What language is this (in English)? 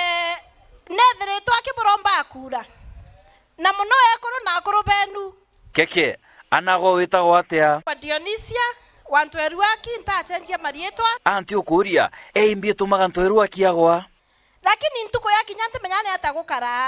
Meru